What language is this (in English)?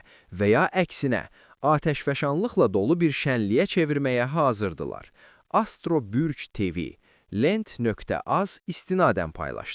Azerbaijani